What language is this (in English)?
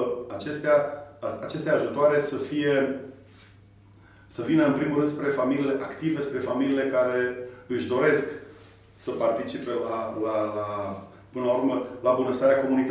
Romanian